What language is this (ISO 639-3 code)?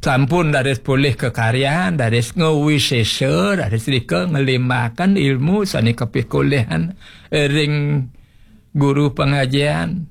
ban